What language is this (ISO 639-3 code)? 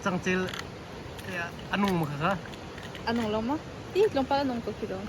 cnh